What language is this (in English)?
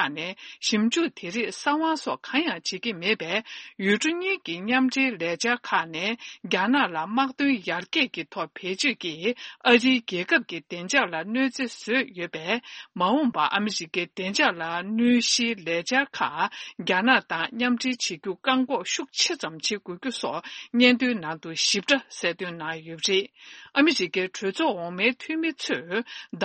Tibetan